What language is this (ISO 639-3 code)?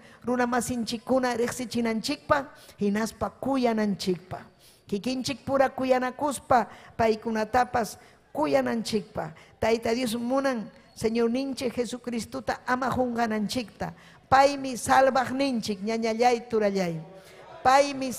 quy